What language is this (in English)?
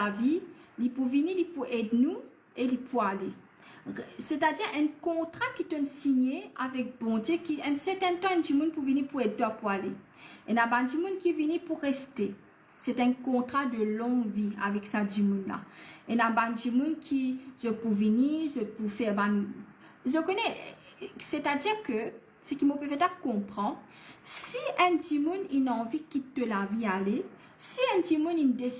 Morisyen